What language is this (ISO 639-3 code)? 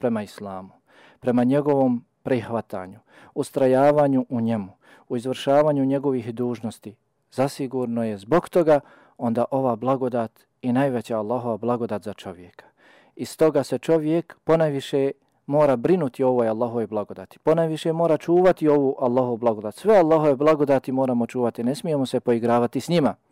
bos